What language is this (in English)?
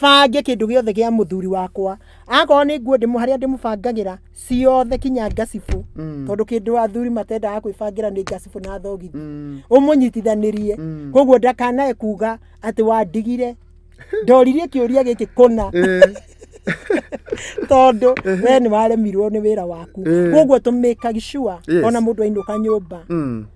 Kikuyu